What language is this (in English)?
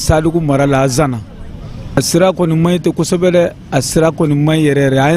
Bambara